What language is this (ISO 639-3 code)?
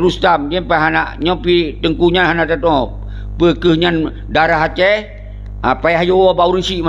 ace